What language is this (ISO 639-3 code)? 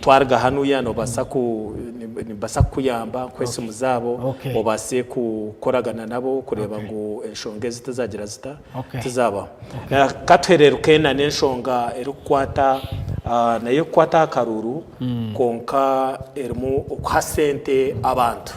nyn